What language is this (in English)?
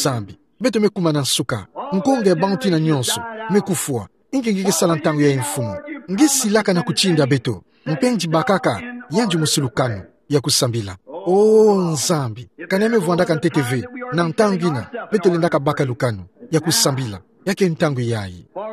Kituba (Democratic Republic of Congo)